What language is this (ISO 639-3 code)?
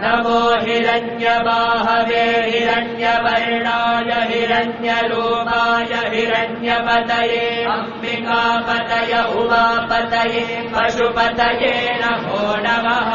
san